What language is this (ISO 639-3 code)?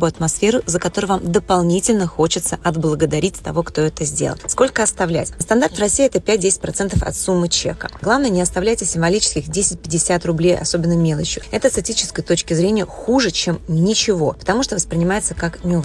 rus